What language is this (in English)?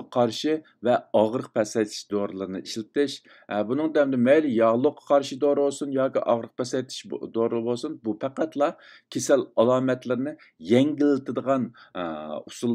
Uyghur